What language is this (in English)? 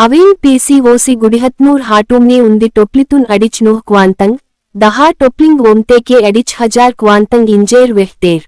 Gondi